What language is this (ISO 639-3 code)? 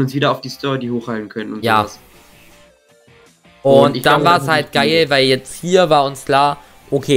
deu